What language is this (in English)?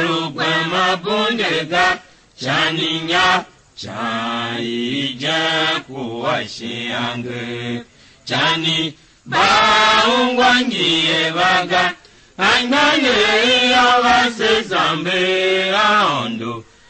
Tiv